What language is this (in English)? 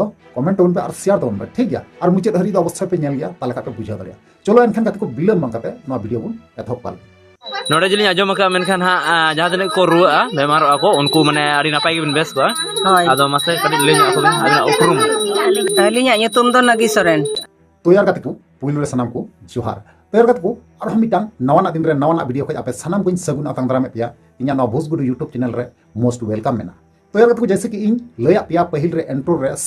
Santali